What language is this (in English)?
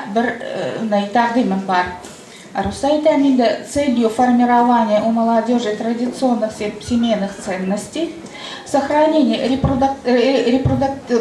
Bashkir